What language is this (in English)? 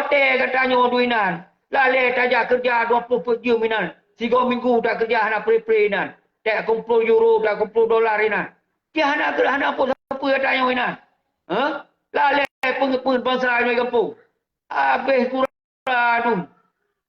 Achinese